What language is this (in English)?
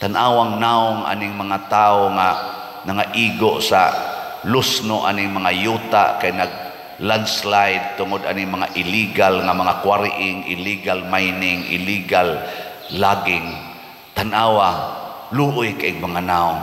Cebuano